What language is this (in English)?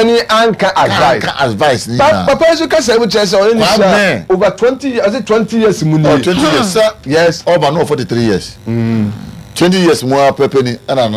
Akan